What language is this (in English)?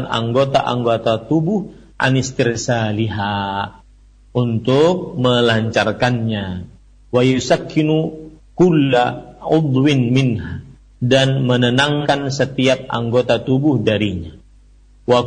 Indonesian